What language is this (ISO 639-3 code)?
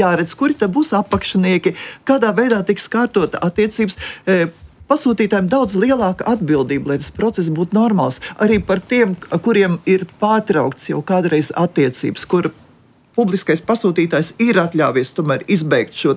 lav